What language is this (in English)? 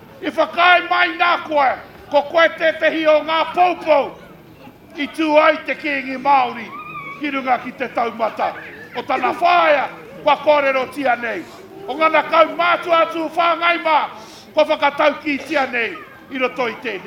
Māori